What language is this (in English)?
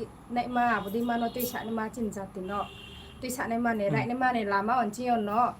Riang (India)